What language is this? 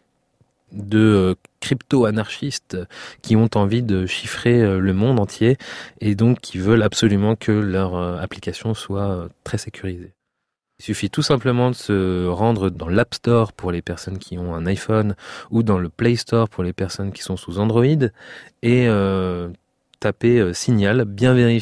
French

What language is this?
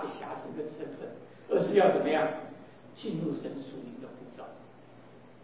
Chinese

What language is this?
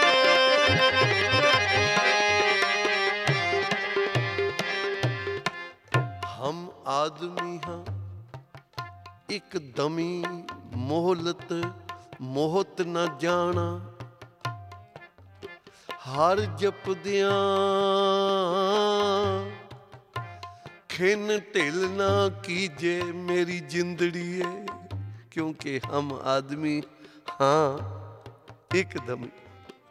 Punjabi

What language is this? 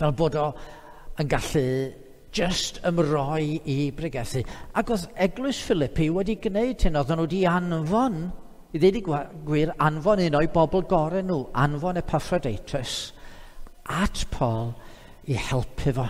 Welsh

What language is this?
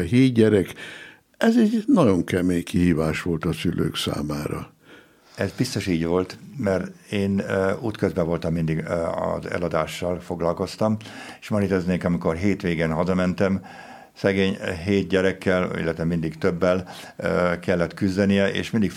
Hungarian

